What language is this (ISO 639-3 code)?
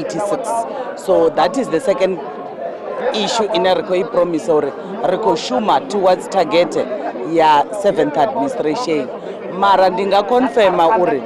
ven